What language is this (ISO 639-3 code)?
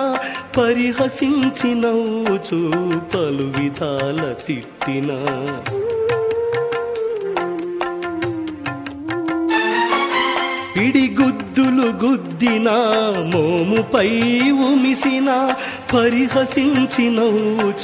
tel